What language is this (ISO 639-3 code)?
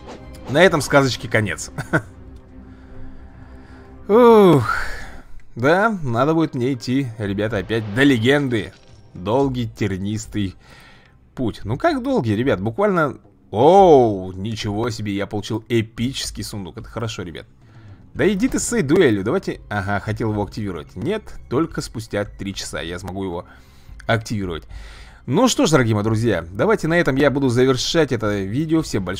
rus